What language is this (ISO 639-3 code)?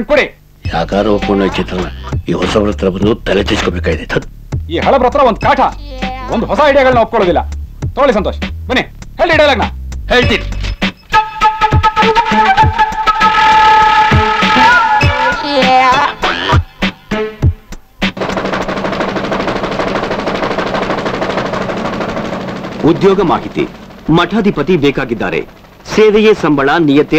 kan